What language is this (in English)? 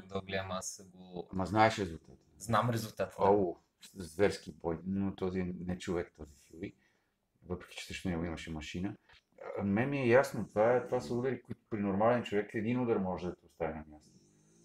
Bulgarian